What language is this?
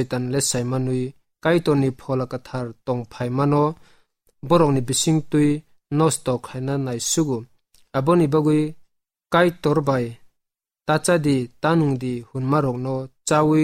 Kok Borok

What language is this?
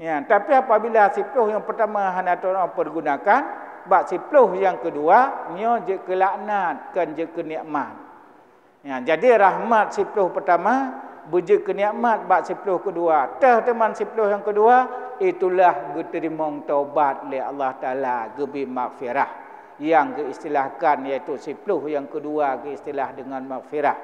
Achinese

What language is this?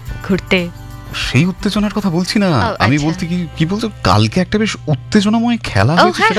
Bangla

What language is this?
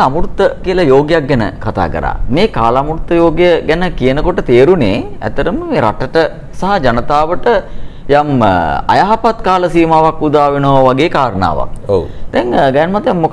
Sinhala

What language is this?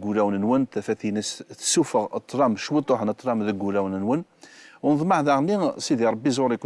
Kabyle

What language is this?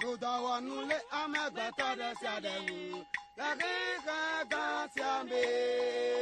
Ewe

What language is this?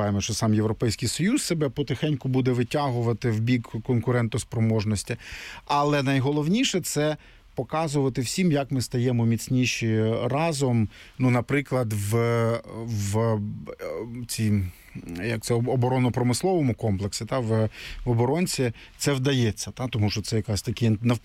Ukrainian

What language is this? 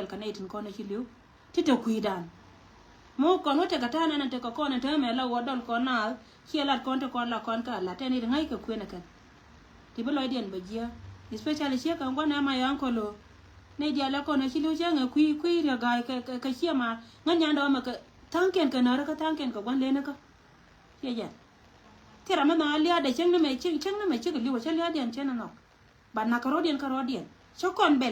Nuer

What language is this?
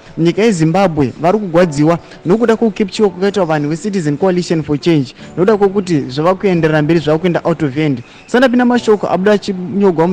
Shona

